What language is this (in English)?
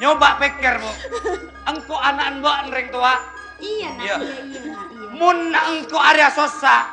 Madurese